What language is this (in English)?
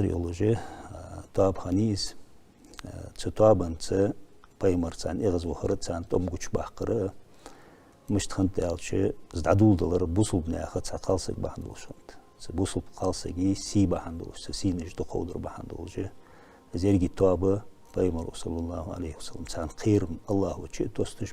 Ingush